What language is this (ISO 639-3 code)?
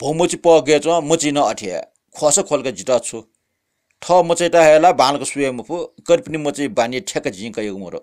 new